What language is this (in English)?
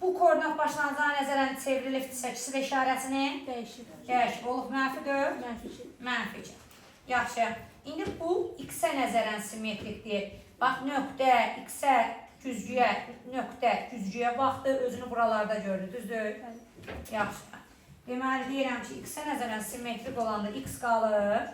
Azerbaijani